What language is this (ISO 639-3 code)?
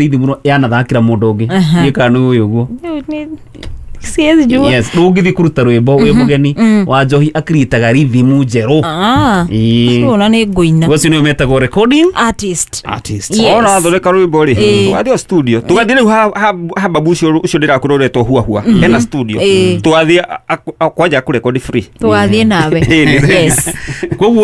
kik